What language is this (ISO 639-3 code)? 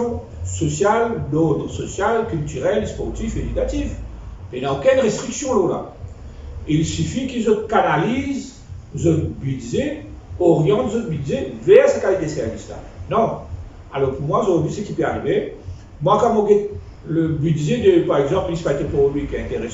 mfe